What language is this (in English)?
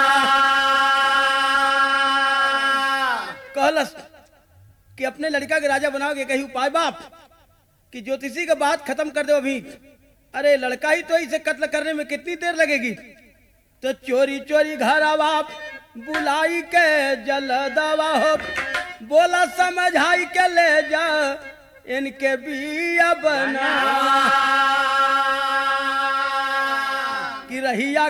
Bhojpuri